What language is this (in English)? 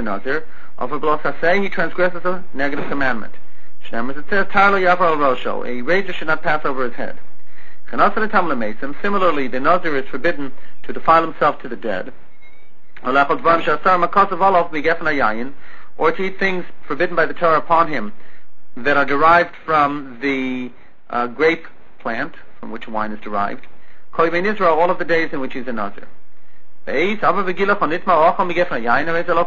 English